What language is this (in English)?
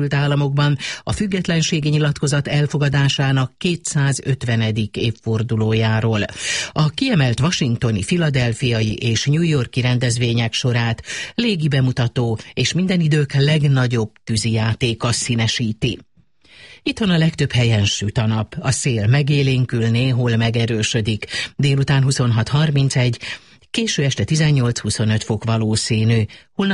Hungarian